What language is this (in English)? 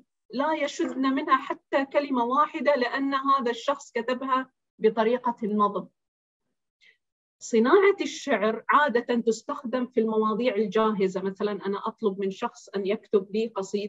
Arabic